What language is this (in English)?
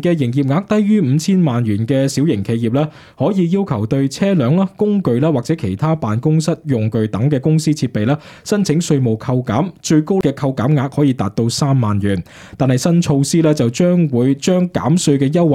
Cantonese